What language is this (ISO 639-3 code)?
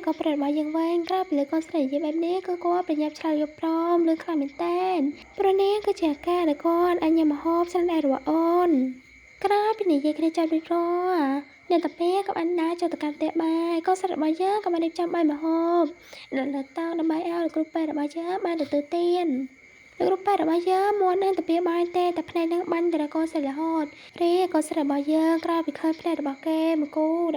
khm